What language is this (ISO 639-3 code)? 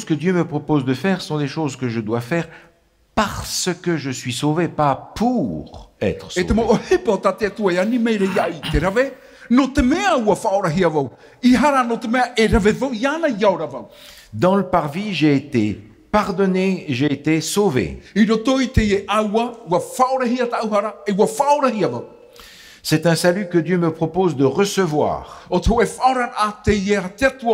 tah